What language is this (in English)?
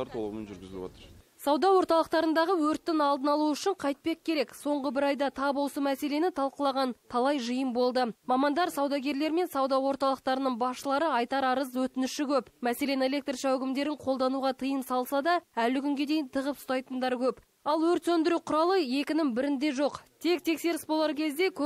Kazakh